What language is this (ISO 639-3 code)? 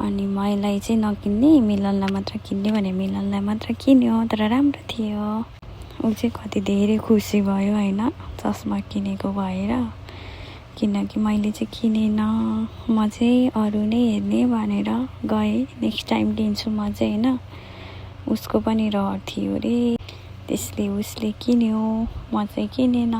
nep